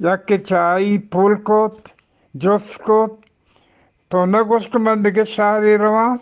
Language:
Eastern Balochi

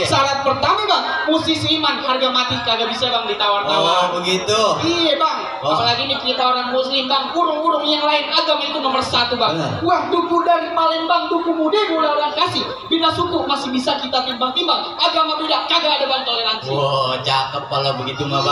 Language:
Betawi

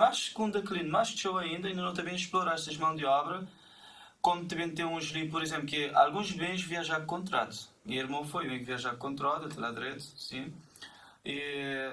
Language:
Kabuverdianu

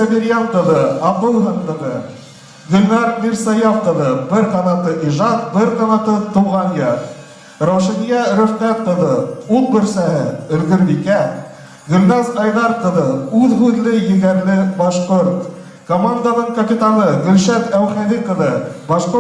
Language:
Bashkir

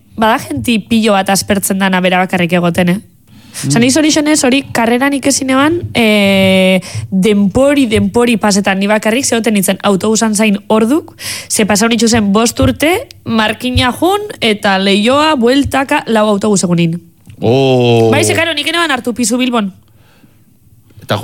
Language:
Basque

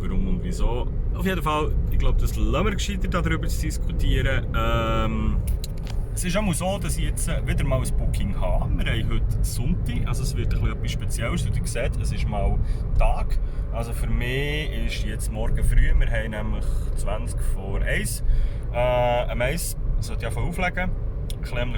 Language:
Swiss German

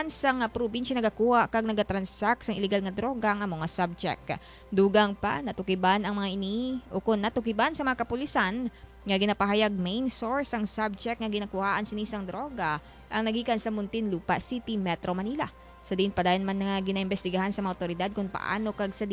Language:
Hiligaynon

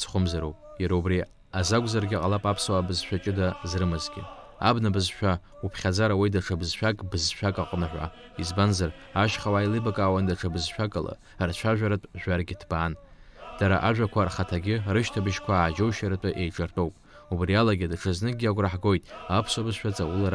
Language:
Abkhazian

